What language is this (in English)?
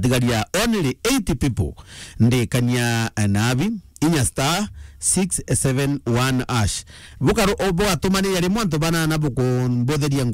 Meru